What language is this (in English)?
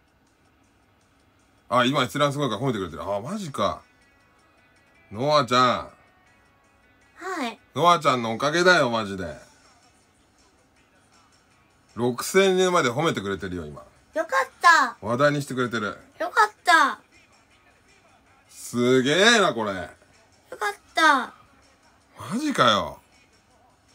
Japanese